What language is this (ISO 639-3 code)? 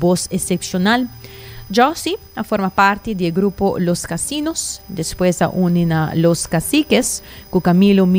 pap